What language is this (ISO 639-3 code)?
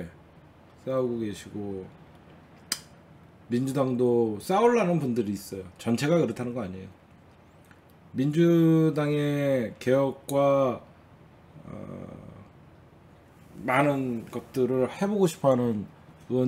kor